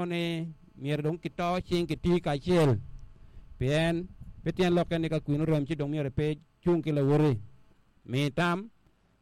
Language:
Acoli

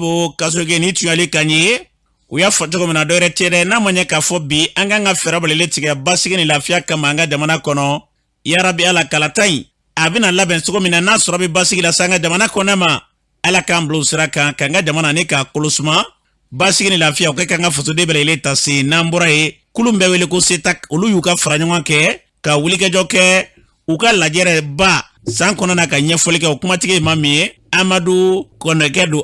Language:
Bambara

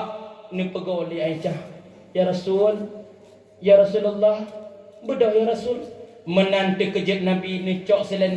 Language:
Achinese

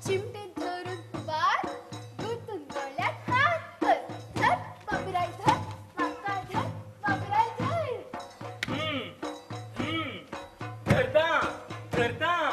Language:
Konkani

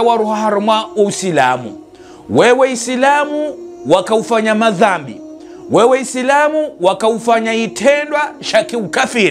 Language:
Ngazidja Comorian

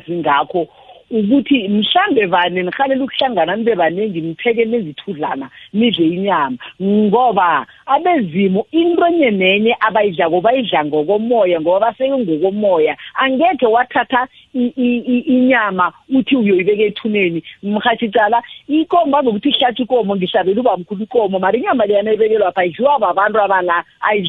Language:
South Ndebele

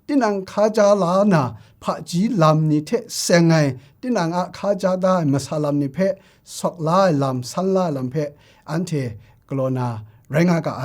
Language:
Kachin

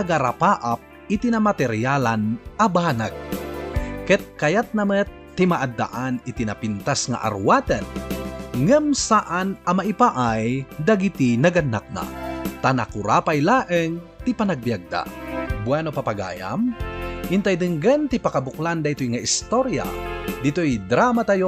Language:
Iloko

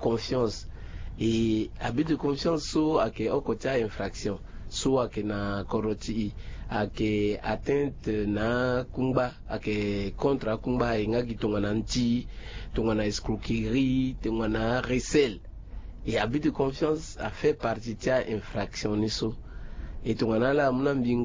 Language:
Sango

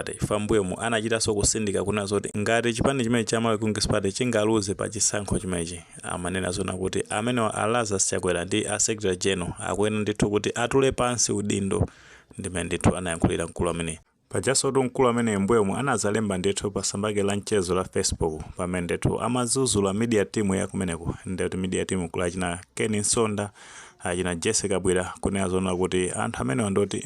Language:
Nyanja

